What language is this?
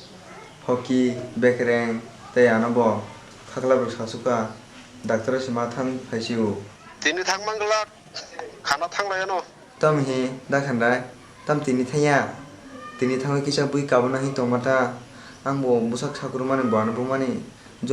Kok Borok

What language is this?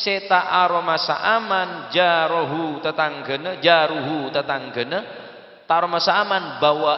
Madurese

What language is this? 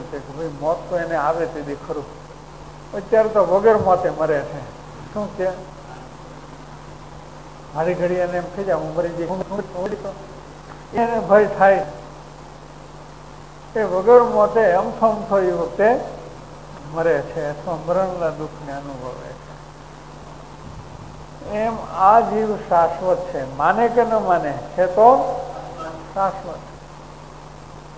Gujarati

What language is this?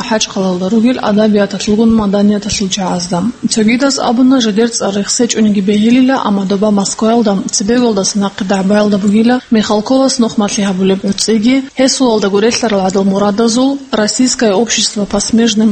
Avaric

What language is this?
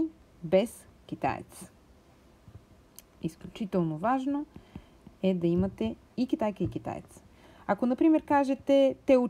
Bulgarian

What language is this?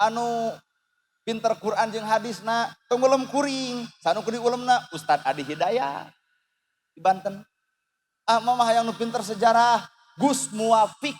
Sundanese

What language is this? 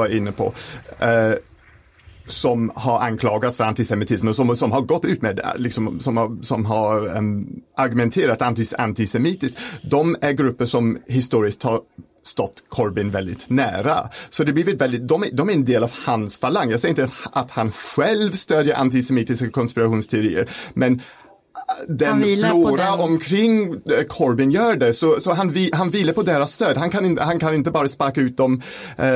Swedish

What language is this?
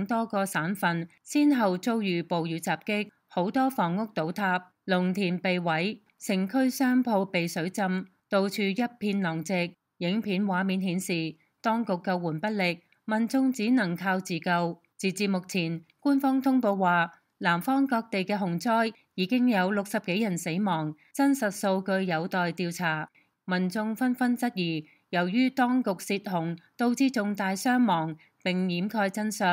Cantonese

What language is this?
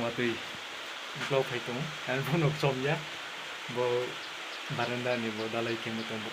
Riang (India)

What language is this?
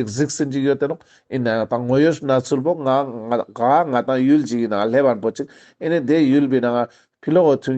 Ladakhi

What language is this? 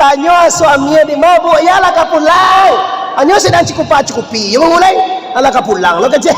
Minangkabau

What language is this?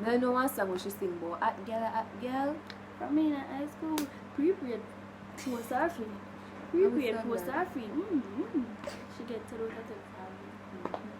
Jamaican Creole English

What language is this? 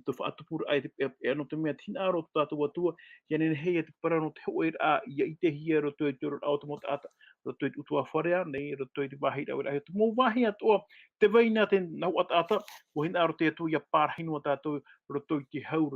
Tahitian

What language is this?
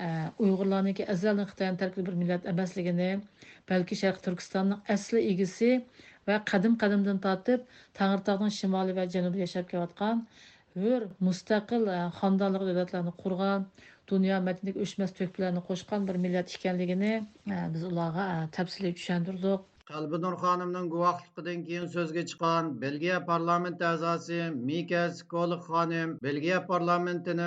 Uyghur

